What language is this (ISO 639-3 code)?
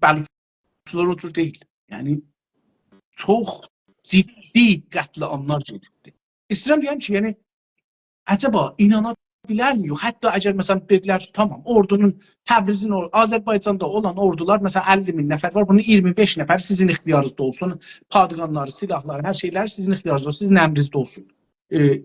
azb